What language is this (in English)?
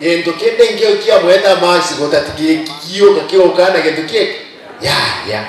Gusii